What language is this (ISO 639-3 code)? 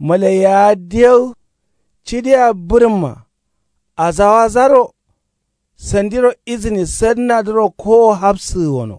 kau